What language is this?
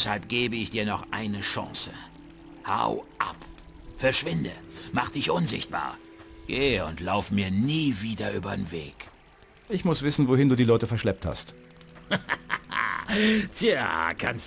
Bavarian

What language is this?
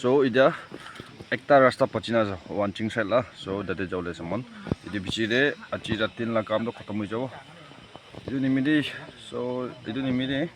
Naga Pidgin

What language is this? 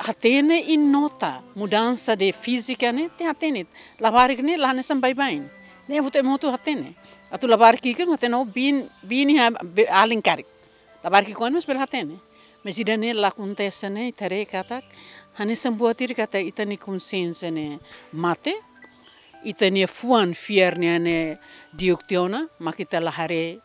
Tetum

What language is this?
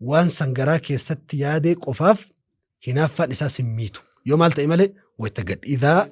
Oromo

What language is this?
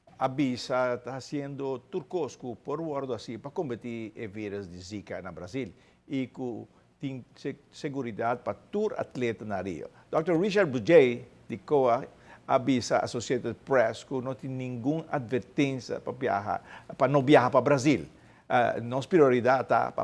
Papiamento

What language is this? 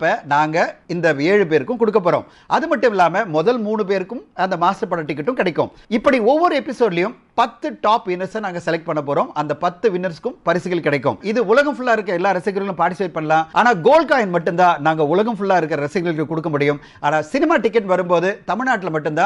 Tamil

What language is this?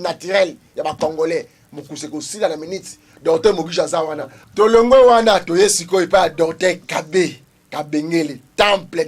Lingala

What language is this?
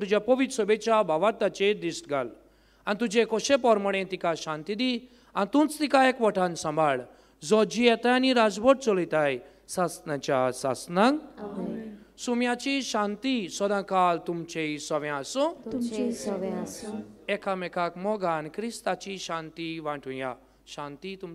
Konkani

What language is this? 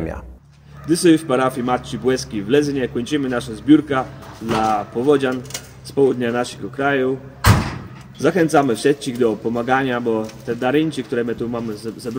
Kashubian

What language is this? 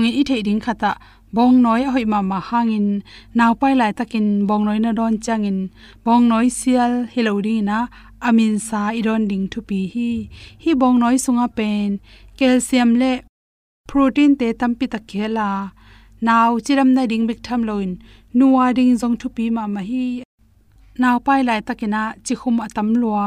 Tedim Chin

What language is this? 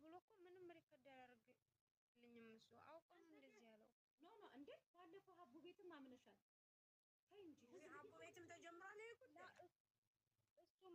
Amharic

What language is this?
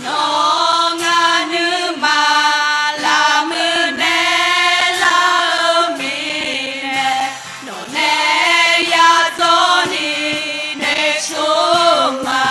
Akha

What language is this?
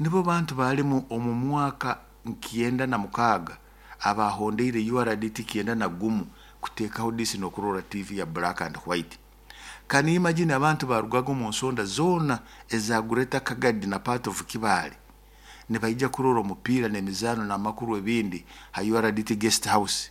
Nyoro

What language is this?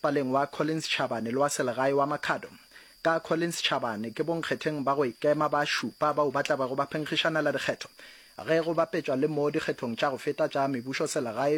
Northern Sotho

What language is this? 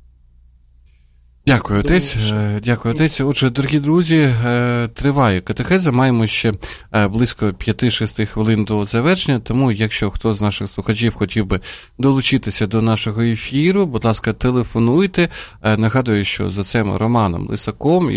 Ukrainian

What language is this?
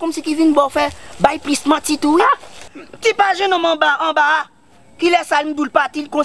Haitian Creole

